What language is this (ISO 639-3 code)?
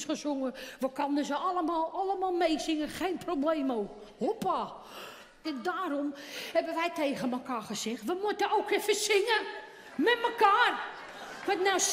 nld